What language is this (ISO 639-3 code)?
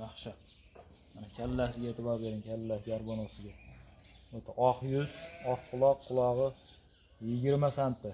uzb